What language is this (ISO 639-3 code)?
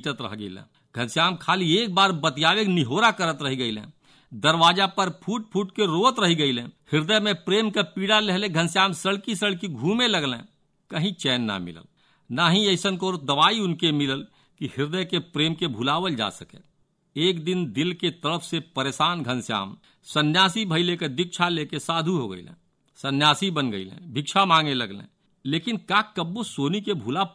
bho